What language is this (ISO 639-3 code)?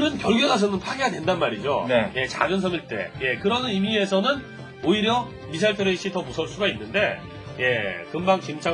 kor